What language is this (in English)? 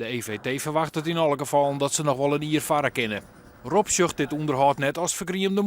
Western Frisian